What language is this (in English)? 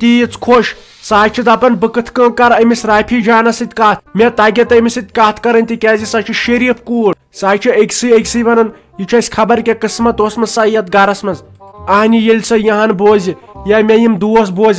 Kashmiri